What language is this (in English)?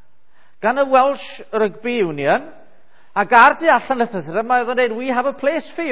Welsh